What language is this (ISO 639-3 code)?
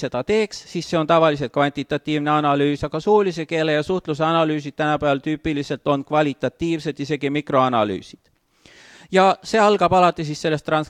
est